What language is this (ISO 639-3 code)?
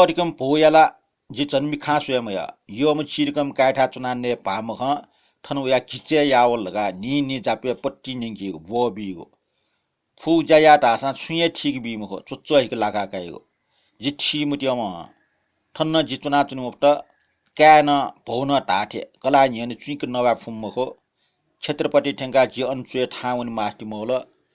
new